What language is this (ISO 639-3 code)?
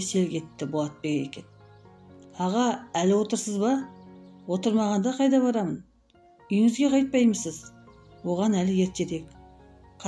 kaz